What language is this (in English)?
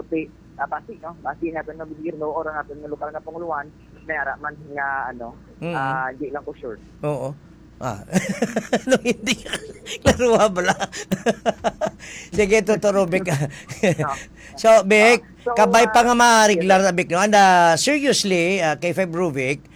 Hiligaynon